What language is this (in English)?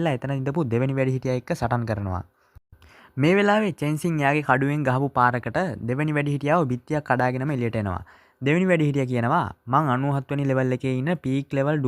Sinhala